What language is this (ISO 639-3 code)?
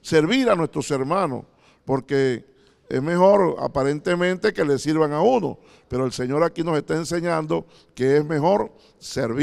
spa